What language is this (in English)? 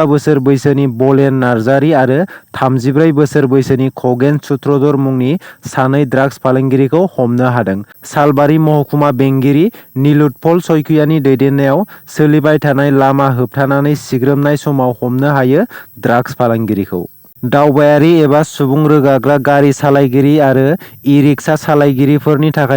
Bodo